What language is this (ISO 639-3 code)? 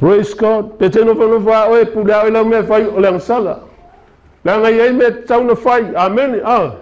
smo